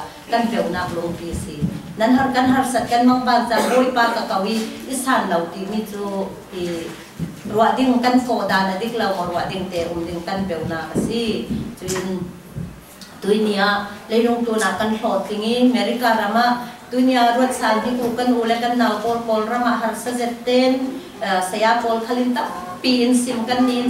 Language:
Falam Chin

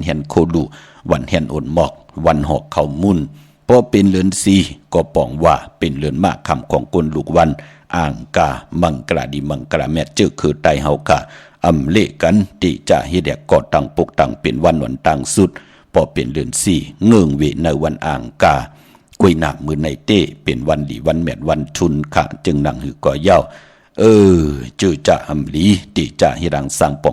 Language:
Shan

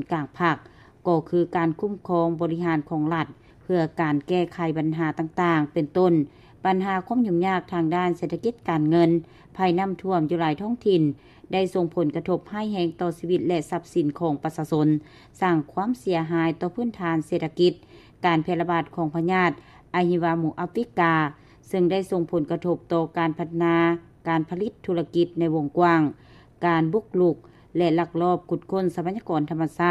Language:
Lao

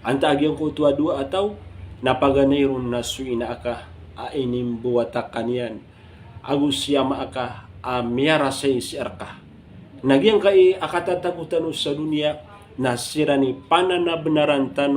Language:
Maranao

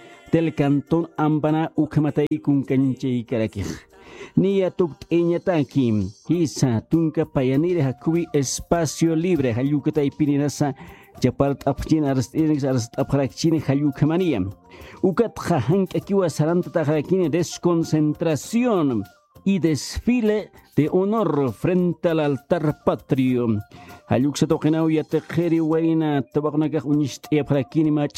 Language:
Aymara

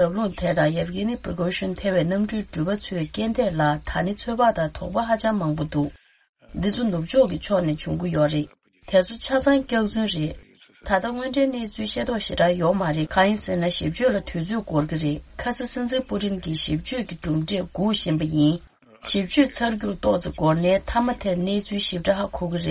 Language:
Tibetan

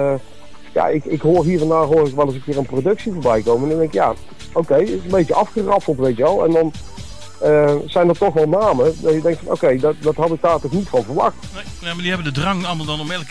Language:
Dutch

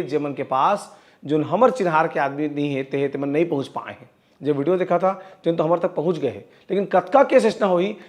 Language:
Chhattisgarhi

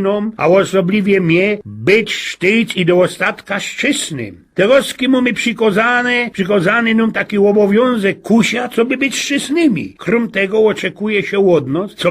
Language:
Silesian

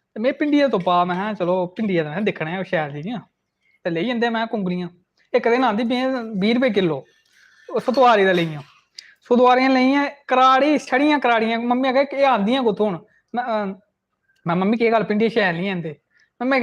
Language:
Dogri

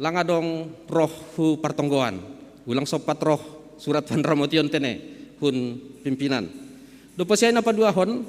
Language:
Batak Simalungun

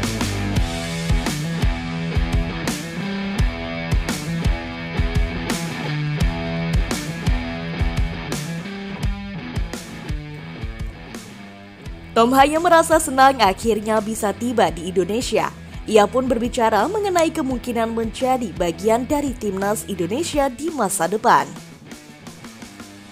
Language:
Indonesian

